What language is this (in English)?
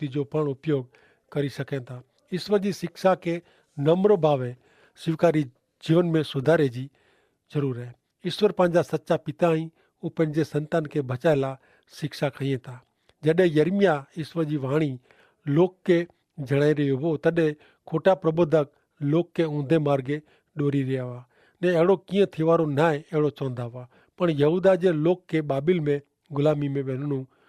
Kachhi